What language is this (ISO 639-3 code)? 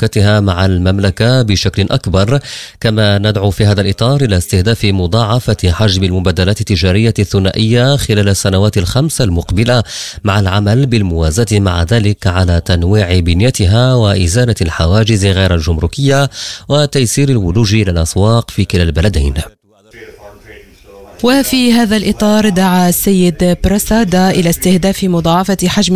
ara